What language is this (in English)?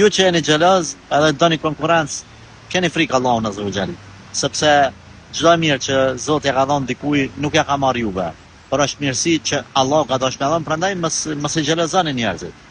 Albanian